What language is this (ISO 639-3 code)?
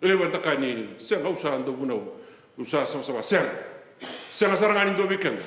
fij